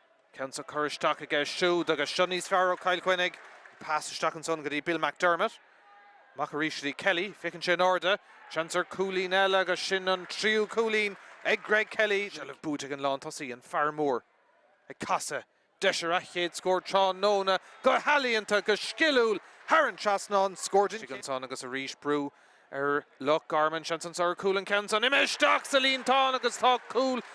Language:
Irish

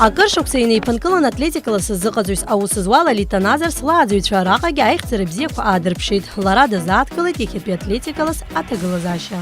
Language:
Abkhazian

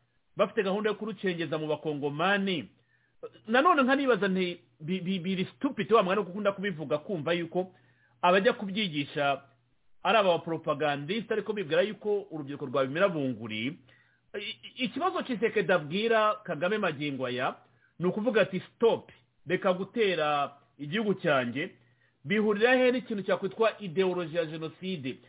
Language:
Kinyarwanda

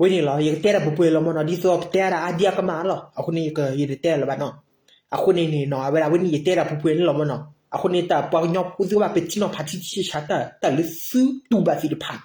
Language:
S'gaw Karen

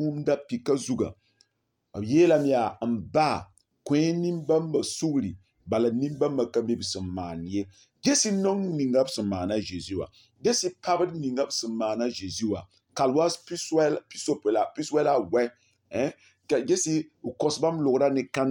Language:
Mossi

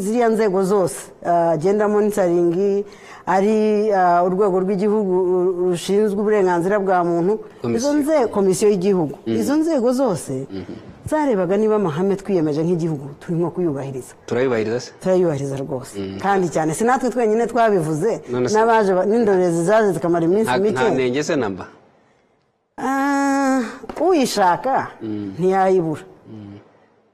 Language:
Kinyarwanda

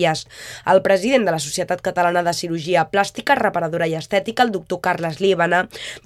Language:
Catalan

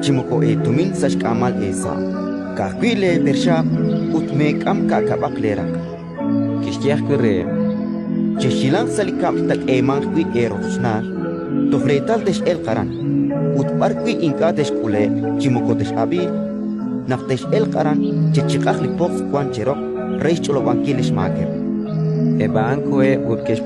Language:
Kekchí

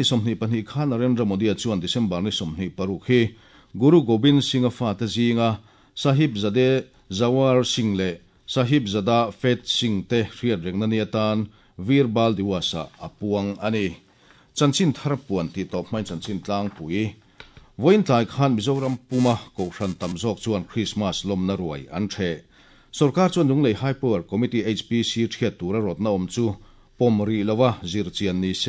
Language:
Mizo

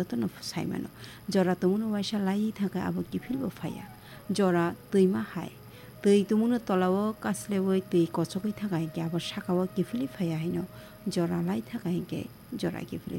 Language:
Kok Borok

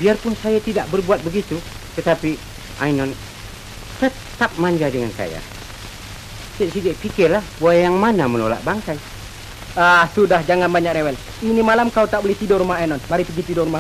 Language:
Malay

